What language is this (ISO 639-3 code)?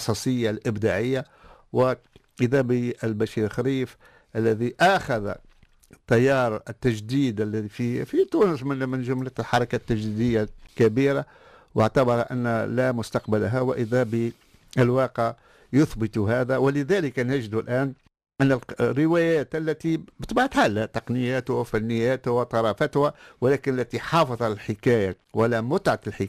ara